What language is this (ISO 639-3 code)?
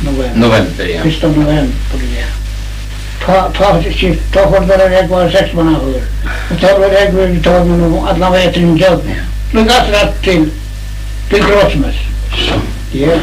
fao